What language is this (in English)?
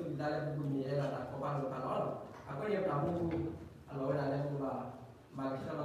S'gaw Karen